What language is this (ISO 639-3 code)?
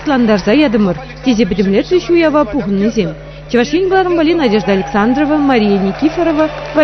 chv